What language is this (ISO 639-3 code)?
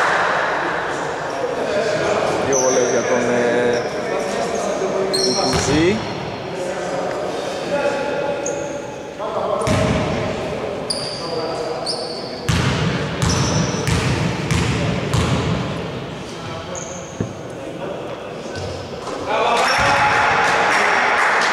ell